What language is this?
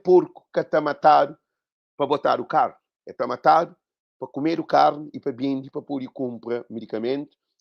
Kabuverdianu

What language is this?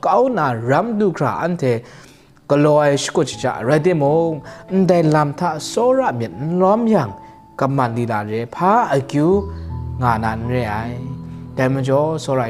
Kachin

